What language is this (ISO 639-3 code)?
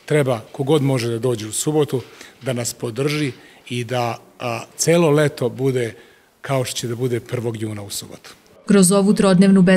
srp